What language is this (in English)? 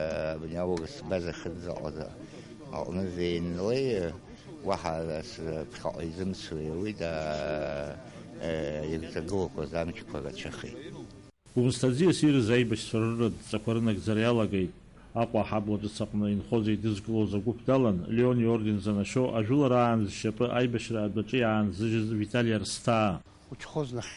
Abkhazian